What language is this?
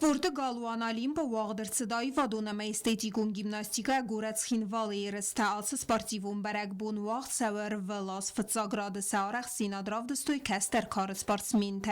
Ossetic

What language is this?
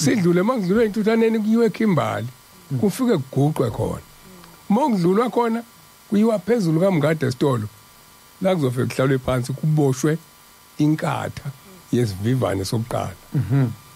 Zulu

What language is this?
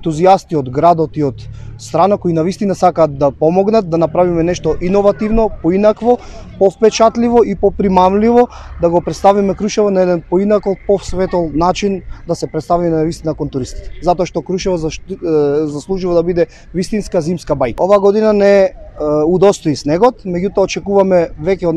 Macedonian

